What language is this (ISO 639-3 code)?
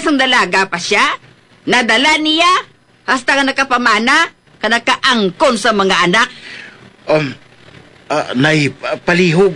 hil